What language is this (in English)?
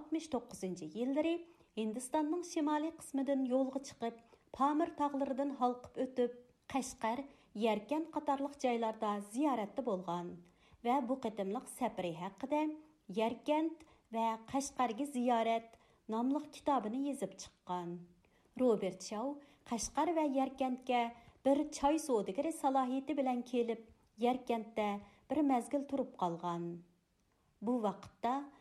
Uyghur